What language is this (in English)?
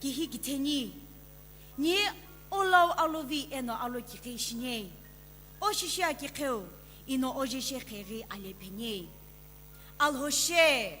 Sumi Naga